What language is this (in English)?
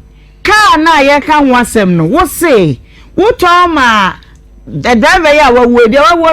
Akan